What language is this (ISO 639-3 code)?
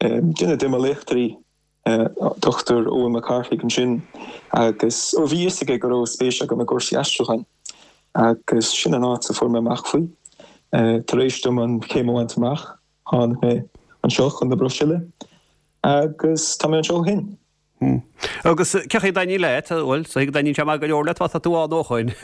gle